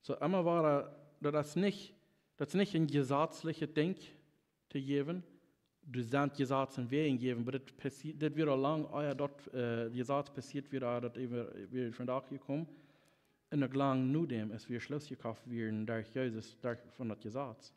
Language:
Plautdietsch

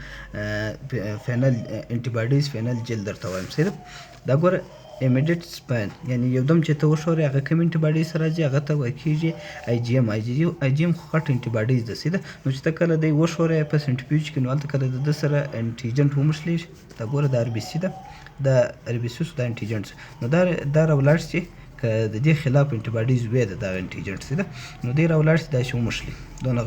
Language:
Pashto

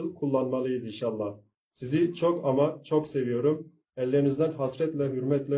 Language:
Turkish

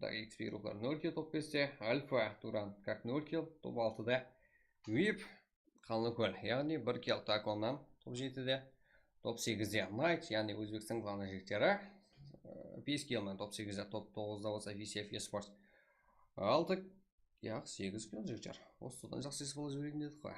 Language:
Kara-Kalpak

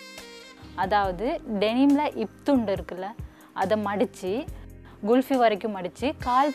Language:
Tamil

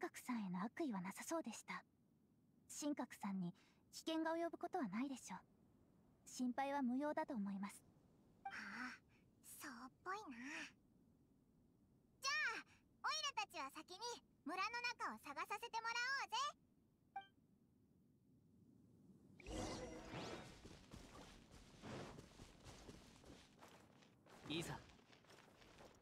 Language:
Japanese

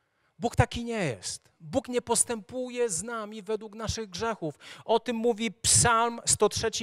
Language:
Polish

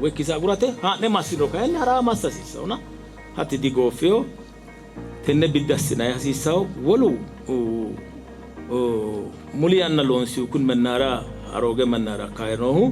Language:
Sidamo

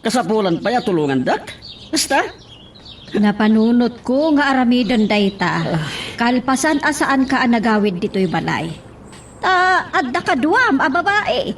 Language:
Iloko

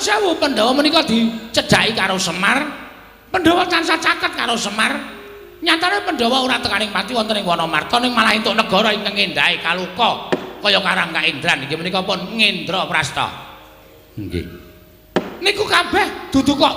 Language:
Javanese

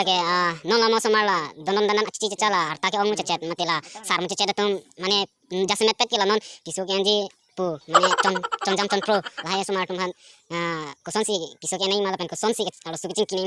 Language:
Karbi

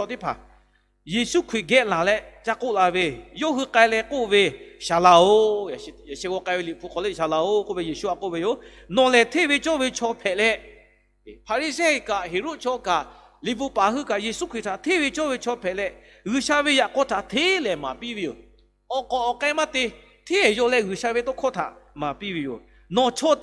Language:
Lahu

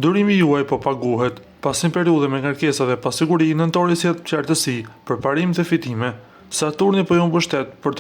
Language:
Albanian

